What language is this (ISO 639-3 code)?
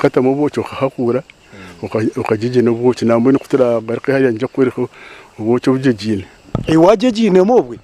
nyn